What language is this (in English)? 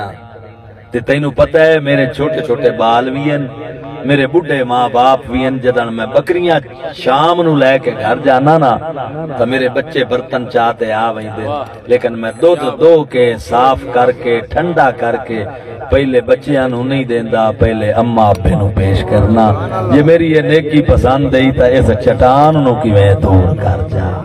Saraiki